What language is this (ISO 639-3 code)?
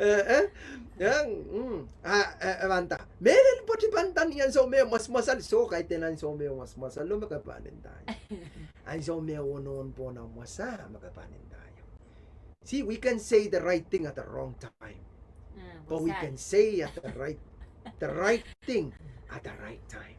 pon